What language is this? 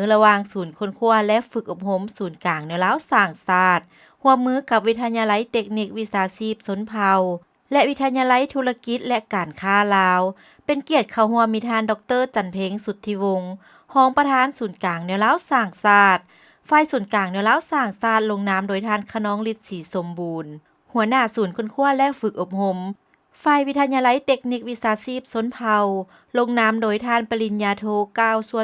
Lao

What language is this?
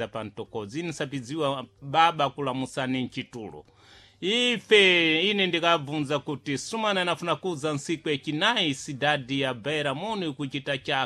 Sena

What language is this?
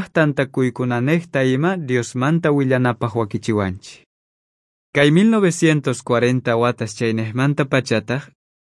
South Bolivian Quechua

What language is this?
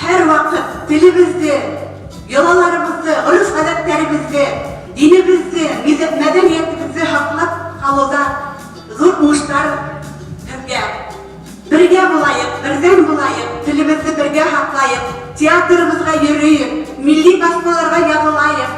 Bashkir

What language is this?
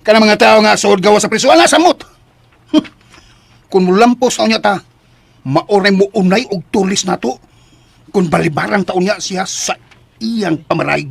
Cebuano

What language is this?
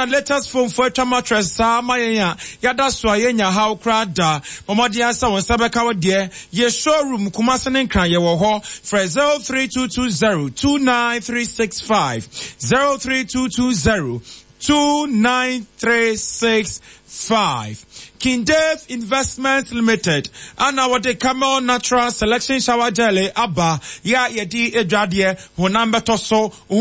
Akan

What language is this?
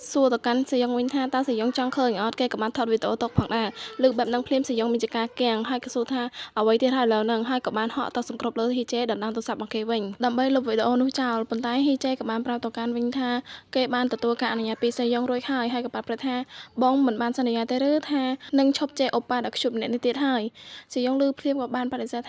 Khmer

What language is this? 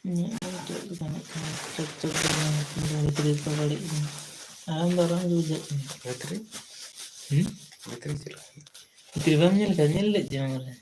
Santali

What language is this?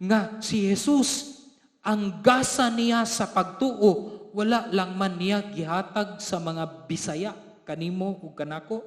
Cebuano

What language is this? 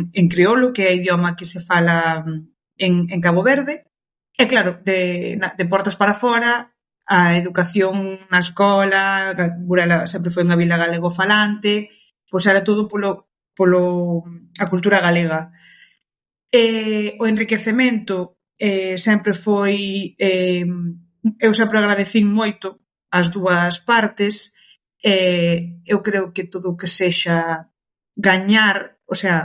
Galician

